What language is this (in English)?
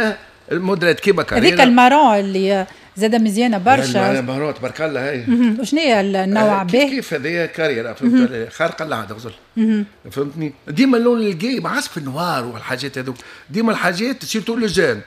Tunisian Arabic